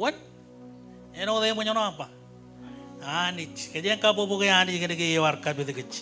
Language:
Marshallese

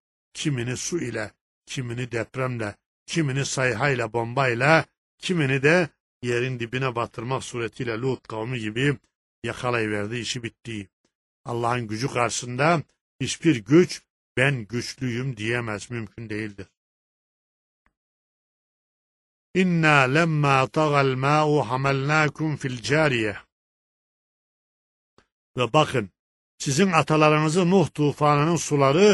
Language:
Turkish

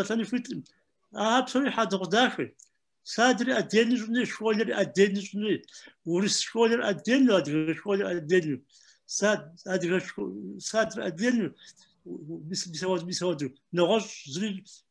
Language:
Kabardian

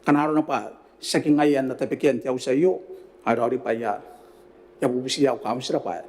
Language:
Gilbertese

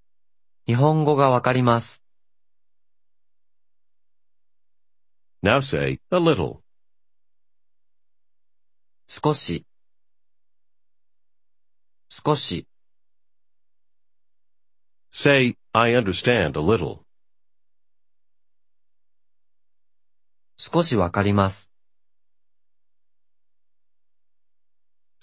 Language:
Japanese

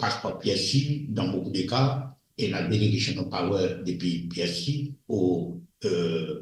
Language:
Morisyen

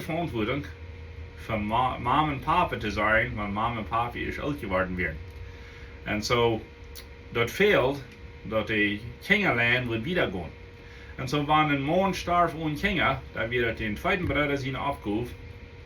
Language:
Plautdietsch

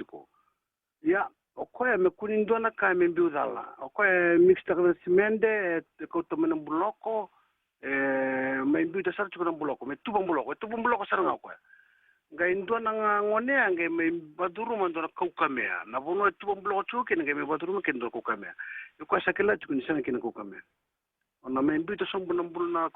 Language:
Fijian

